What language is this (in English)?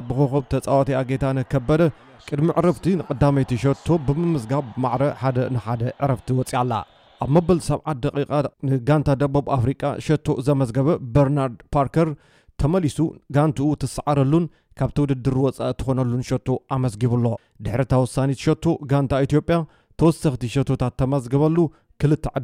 Tigrinya